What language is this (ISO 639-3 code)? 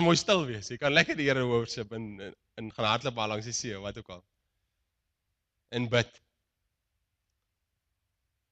afr